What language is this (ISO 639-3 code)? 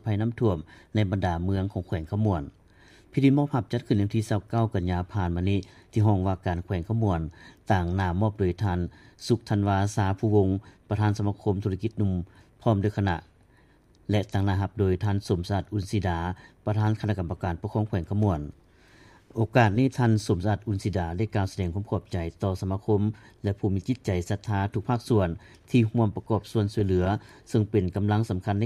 lao